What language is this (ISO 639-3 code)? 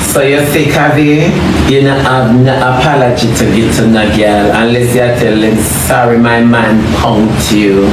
jam